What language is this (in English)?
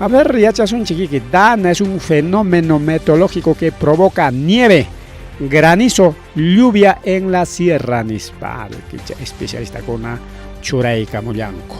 Ayacucho Quechua